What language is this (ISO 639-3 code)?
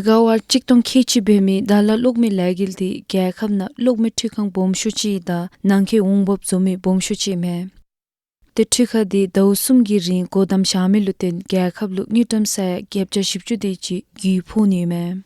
dzo